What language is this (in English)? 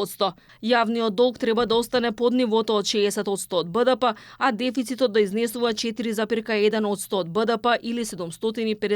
Macedonian